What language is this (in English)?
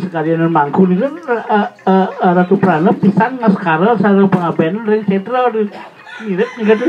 Balinese